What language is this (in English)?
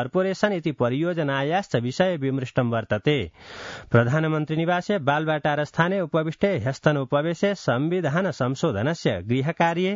Sanskrit